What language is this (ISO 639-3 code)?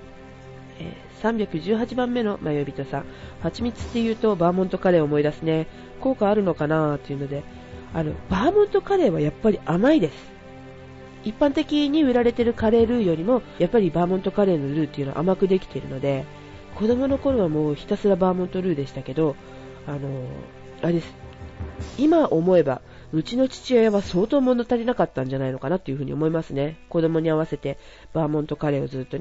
jpn